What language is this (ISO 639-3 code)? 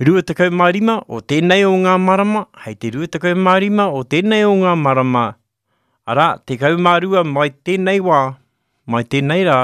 mri